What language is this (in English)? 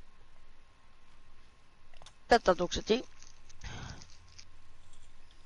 Norwegian